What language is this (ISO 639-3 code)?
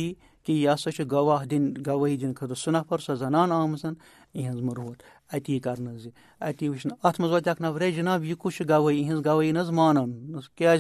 kas